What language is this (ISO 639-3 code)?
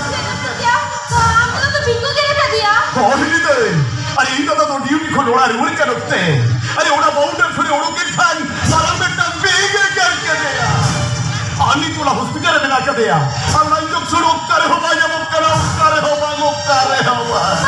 sat